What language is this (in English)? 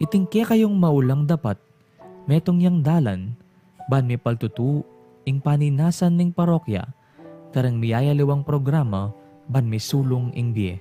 Pampanga